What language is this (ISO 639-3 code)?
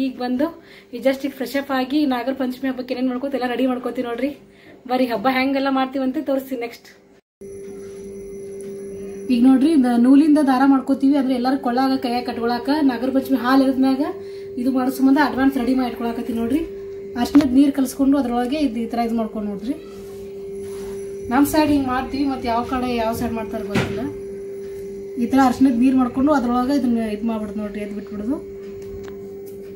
kan